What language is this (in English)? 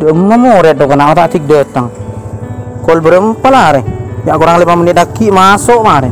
Madurese